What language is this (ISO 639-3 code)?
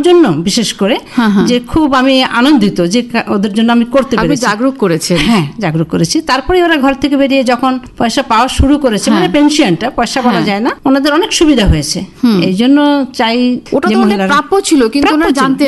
ben